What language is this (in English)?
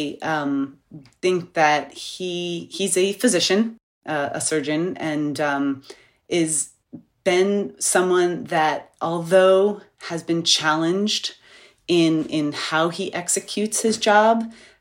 English